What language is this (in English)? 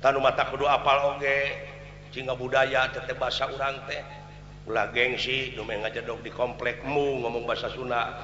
Sundanese